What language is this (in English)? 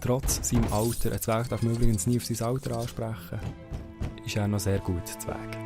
Swiss German